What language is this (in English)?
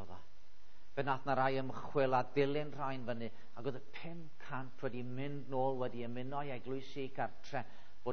Welsh